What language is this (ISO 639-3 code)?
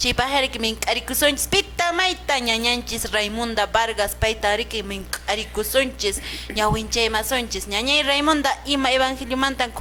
que